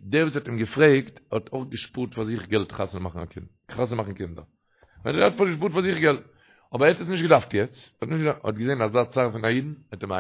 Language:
Yiddish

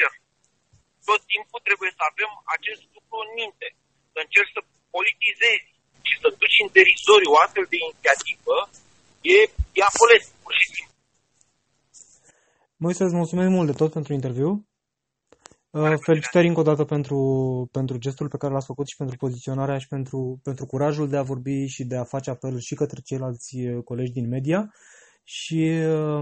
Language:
Romanian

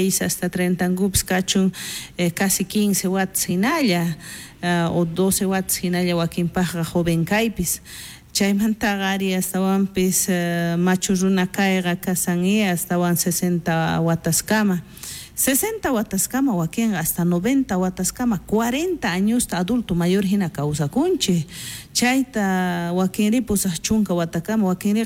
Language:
South Bolivian Quechua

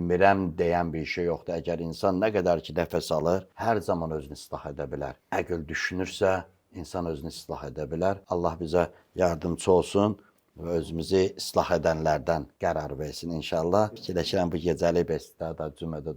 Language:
Azerbaijani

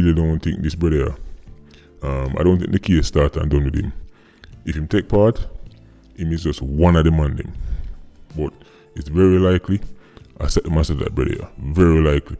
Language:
Jamaican Creole English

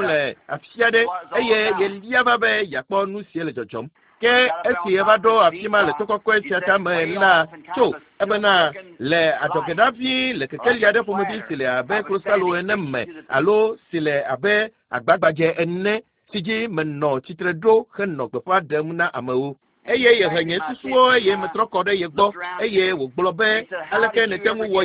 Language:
Ewe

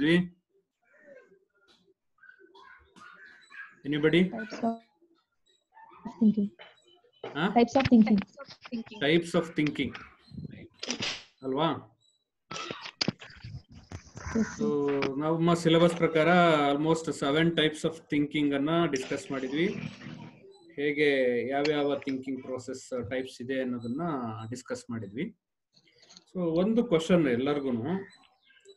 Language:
Kannada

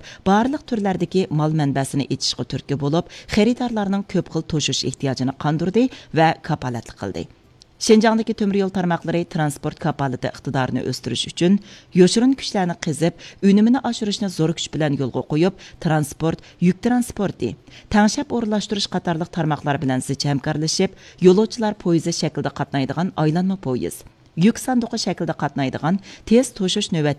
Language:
Uyghur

